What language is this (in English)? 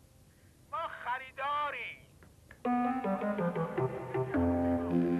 Persian